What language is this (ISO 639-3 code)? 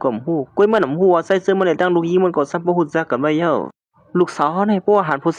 shn